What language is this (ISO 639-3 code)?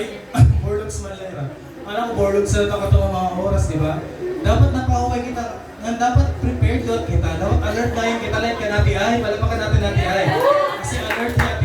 war